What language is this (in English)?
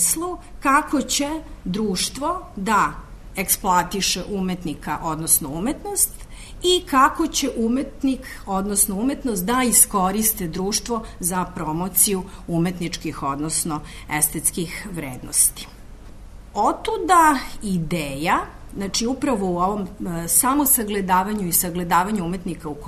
Serbian